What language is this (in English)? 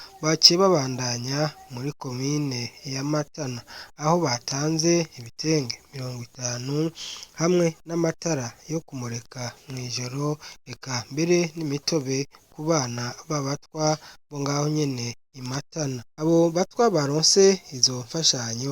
Rundi